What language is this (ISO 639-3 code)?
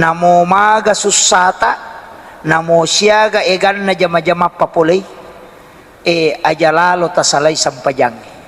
bug